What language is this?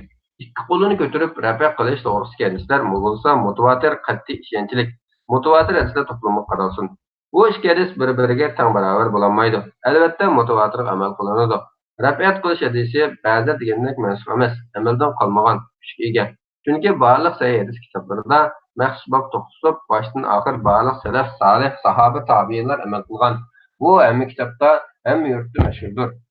Uyghur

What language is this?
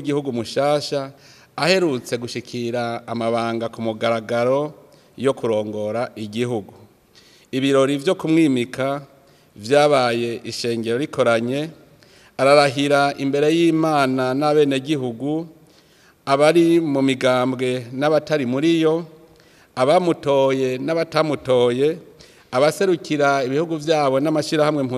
Rundi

